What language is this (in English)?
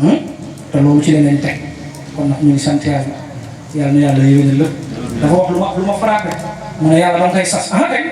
Wolof